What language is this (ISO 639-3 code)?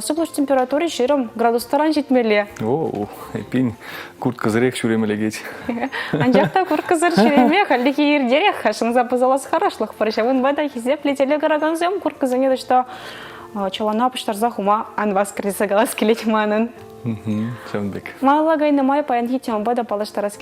chv